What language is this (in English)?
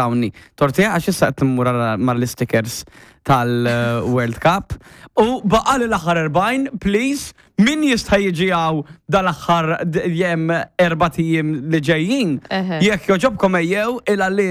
Maltese